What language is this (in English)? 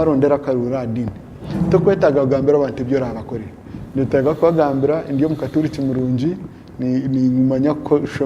Nyankole